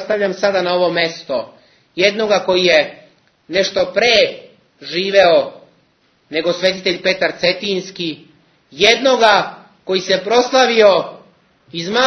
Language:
Serbian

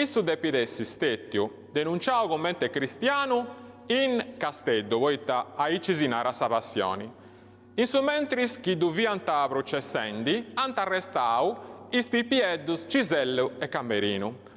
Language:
Sardinian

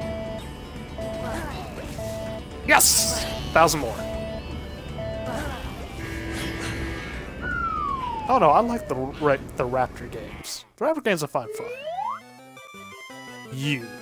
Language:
English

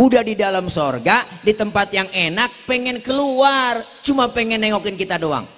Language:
Betawi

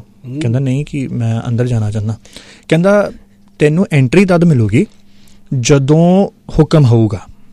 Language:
Punjabi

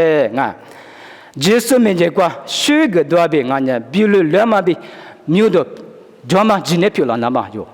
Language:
Lisu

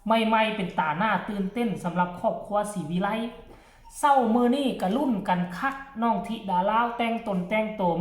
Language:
Northeastern Thai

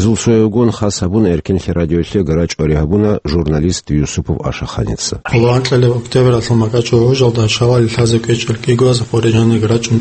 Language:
Avaric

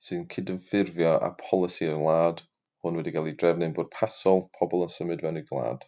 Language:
Welsh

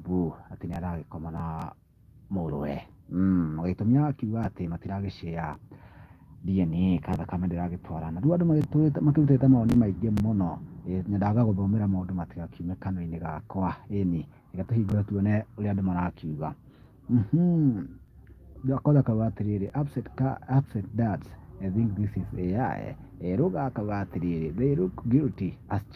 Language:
Kikuyu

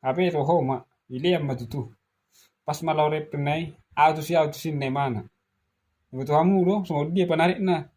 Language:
Batak Toba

